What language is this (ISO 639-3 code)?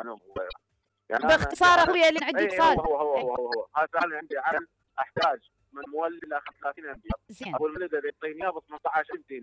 acm